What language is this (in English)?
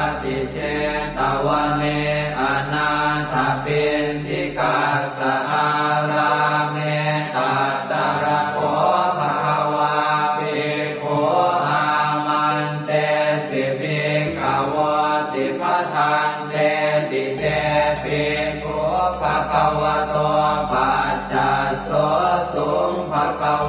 Pali